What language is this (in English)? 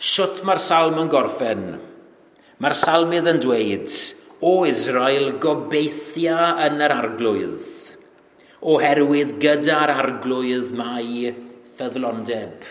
Welsh